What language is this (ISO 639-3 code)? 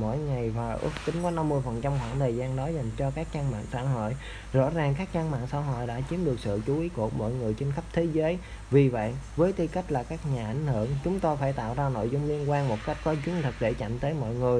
vie